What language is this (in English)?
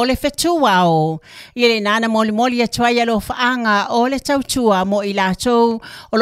Samoan